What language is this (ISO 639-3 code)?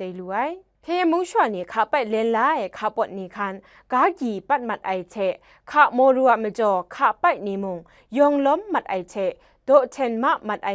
kac